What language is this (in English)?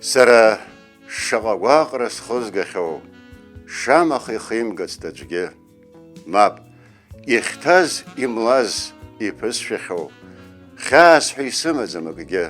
Abkhazian